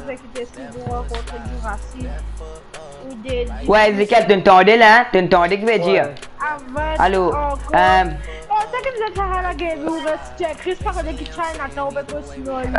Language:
Morisyen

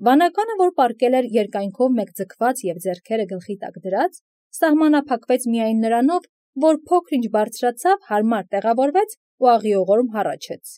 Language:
Armenian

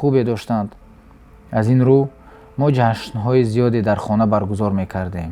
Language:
Tajik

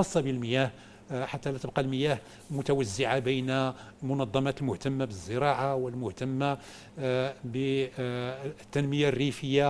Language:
Egyptian Arabic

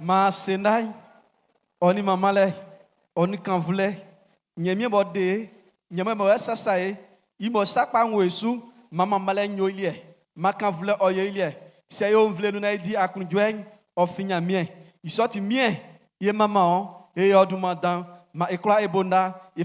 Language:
Baoulé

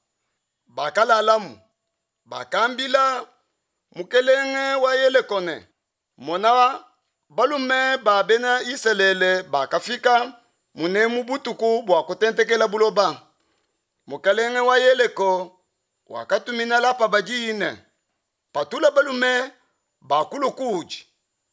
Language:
Luba-Lulua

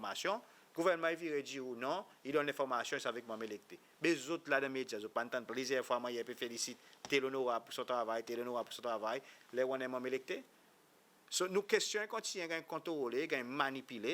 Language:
Seselwa Creole French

